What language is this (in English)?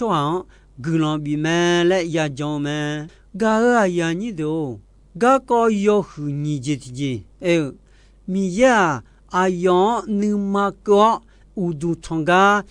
Akha